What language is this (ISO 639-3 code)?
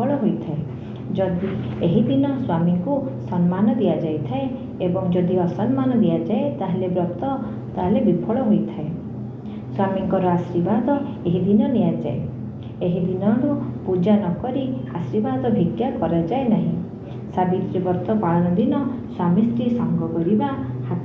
ori